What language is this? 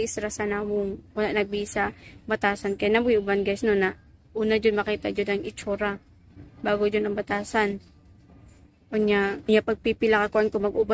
Cebuano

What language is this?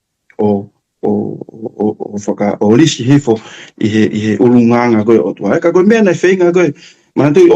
Tongan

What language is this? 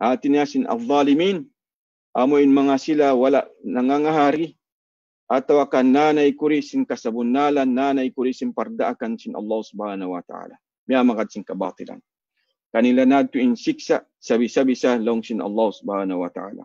Tausug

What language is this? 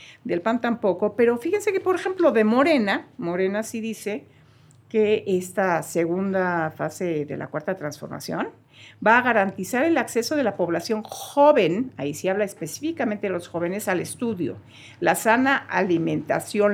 Spanish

